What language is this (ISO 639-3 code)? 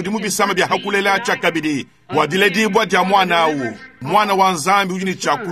lua